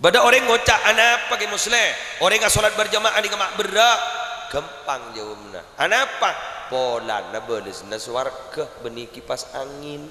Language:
Madurese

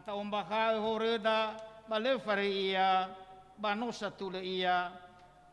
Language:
Nias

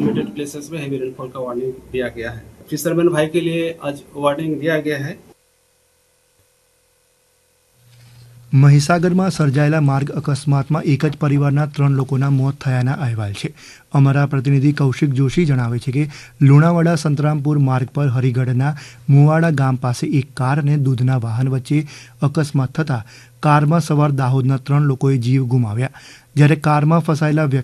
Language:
Gujarati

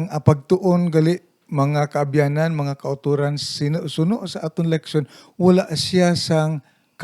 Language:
Hiligaynon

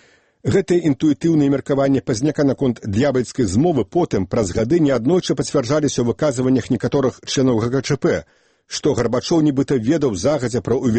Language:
Belarusian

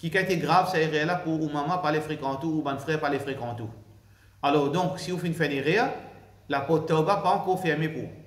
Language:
Morisyen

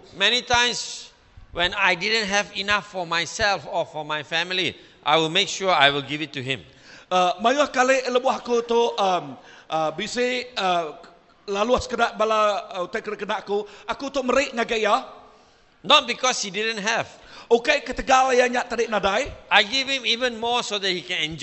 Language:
Iban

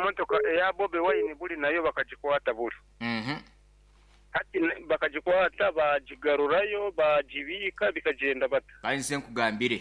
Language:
Nyoro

